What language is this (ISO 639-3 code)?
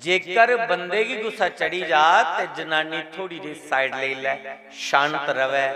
doi